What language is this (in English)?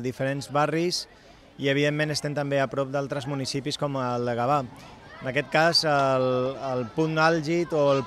Catalan